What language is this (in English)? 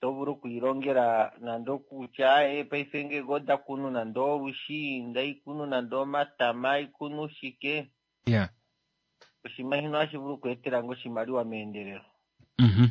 Kuanyama